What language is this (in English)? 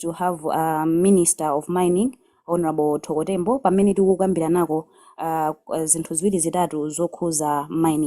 Nyanja